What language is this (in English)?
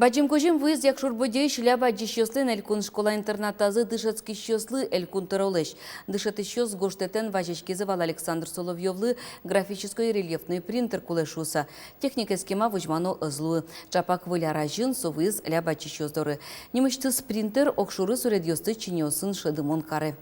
Udmurt